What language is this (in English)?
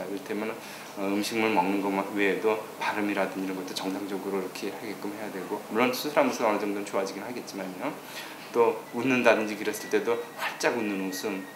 Korean